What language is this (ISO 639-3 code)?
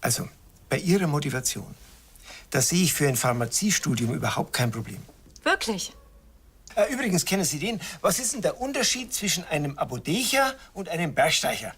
bar